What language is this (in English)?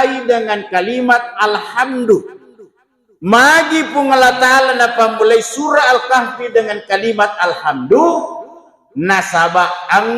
Buginese